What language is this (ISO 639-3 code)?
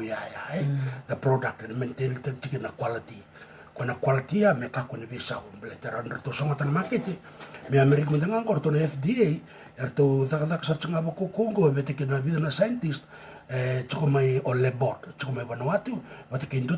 fij